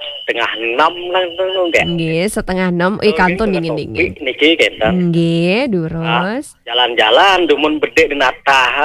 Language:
Balinese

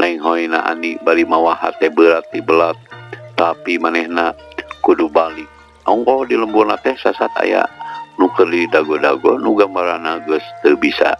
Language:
Sundanese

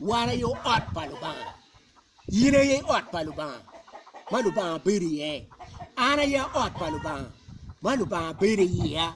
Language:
Acoli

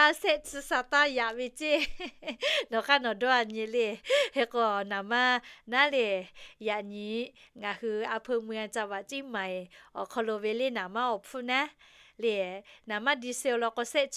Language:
Lahu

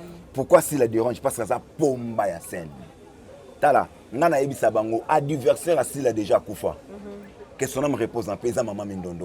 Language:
Lingala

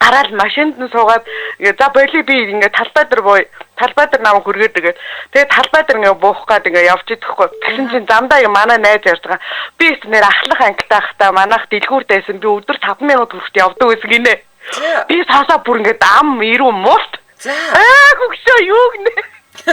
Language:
Mongolian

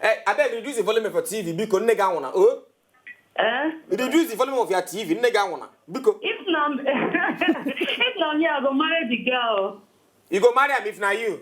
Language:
Nigerian Pidgin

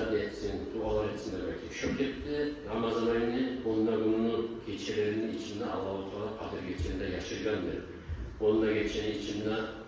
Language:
Kumyk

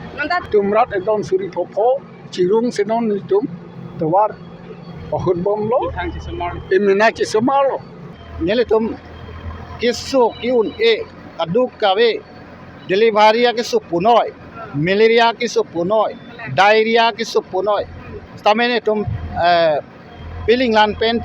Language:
Karbi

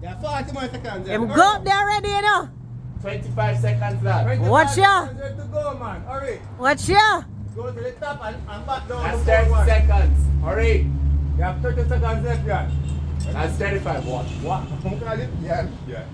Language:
Jamaican Creole English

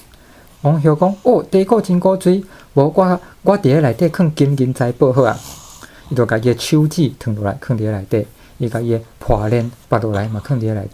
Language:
Min Nan Chinese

